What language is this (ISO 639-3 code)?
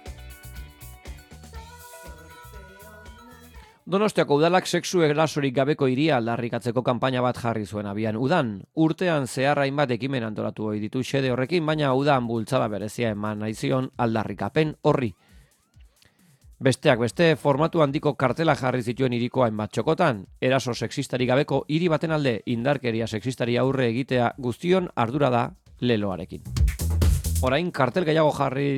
eus